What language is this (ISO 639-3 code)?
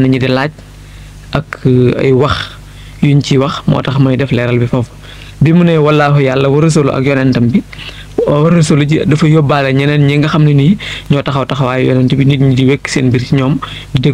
wol